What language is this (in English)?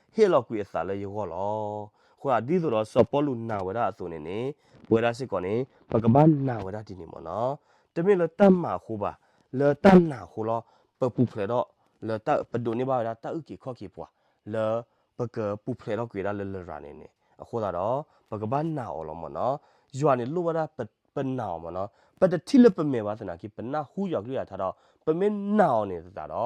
S'gaw Karen